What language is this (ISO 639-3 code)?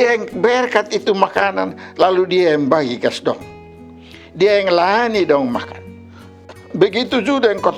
mkn